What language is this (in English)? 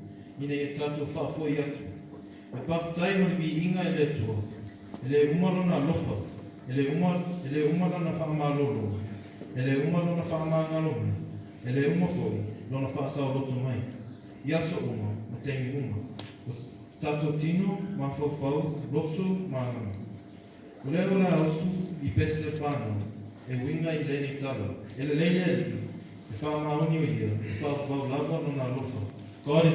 Samoan